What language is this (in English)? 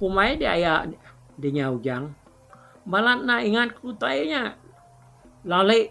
Iban